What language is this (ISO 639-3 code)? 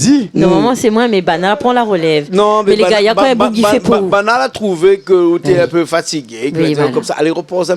rcf